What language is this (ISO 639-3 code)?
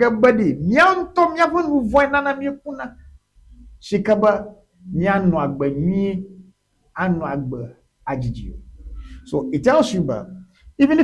ewe